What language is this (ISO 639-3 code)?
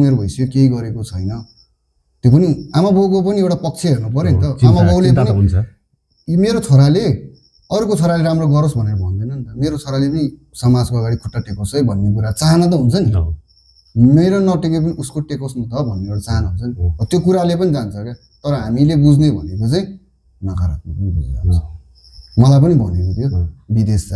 nep